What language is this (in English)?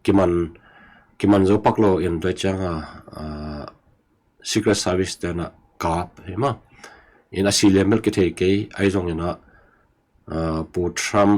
Tedim Chin